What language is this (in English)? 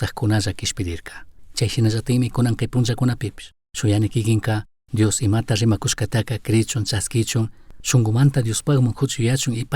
Chimborazo Highland Quichua